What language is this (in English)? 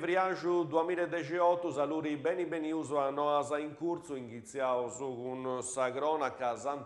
Sardinian